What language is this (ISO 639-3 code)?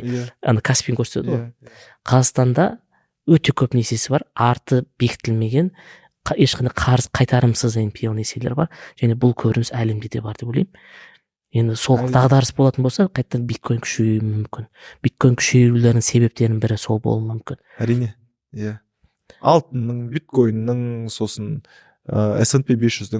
kaz